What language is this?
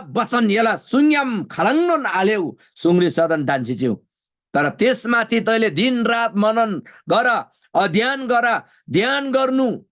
Eastern Tamang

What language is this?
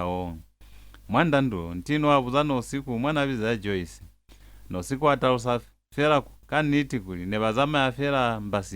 Lozi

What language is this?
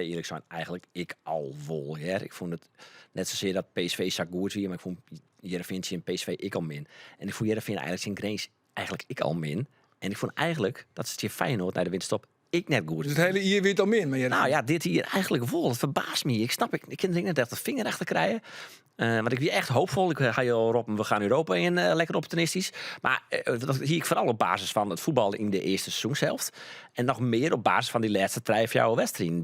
Western Frisian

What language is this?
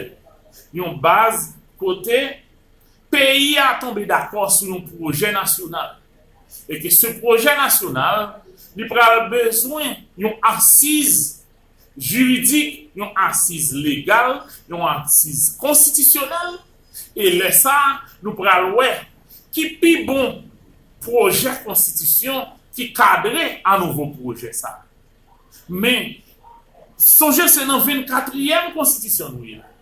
Haitian Creole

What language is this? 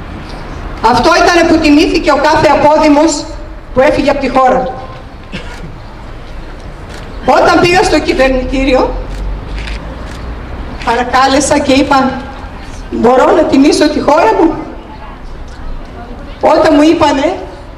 Greek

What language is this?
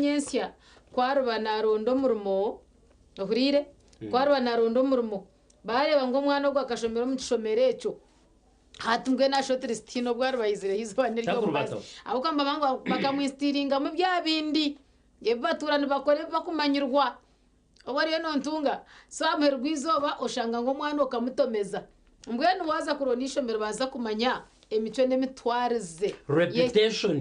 Nyankole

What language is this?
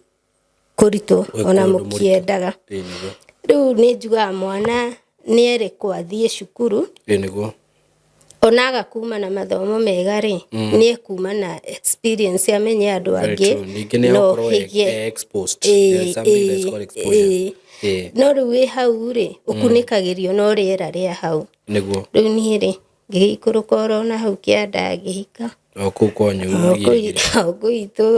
Kikuyu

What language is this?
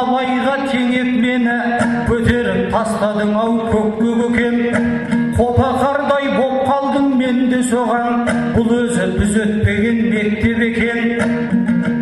Kazakh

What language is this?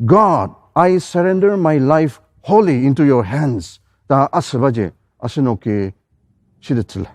Ao Naga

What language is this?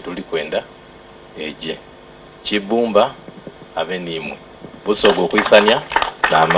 Soga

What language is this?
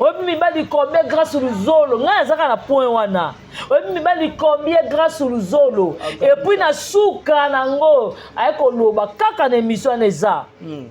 Lingala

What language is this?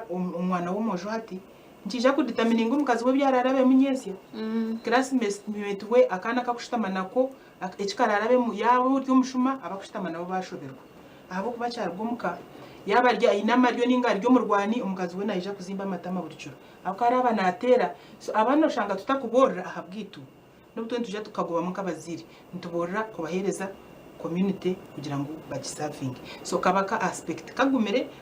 Nyankole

